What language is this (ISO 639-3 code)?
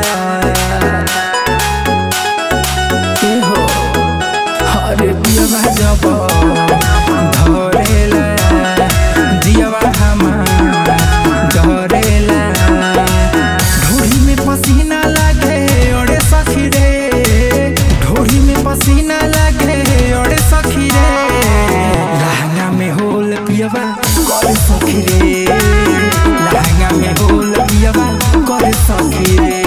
bho